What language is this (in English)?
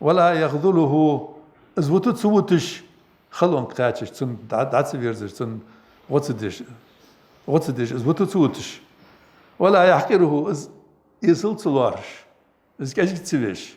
Ingush